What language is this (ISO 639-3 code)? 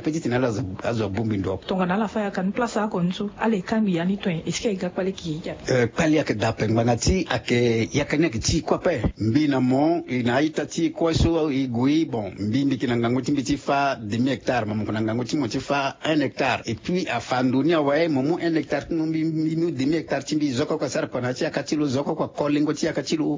sag